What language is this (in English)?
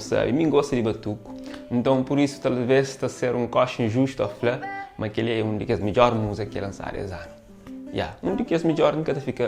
Kabuverdianu